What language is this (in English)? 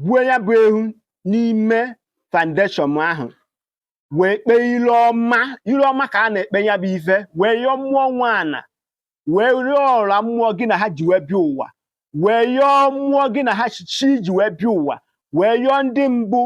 Igbo